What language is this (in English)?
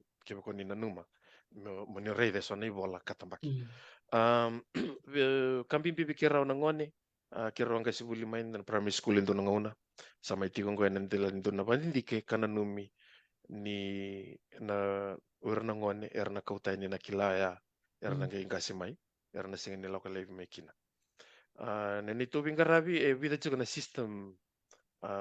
Fijian